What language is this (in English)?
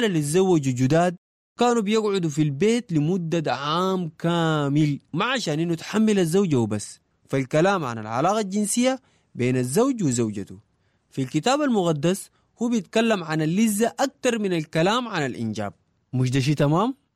Sudanese Arabic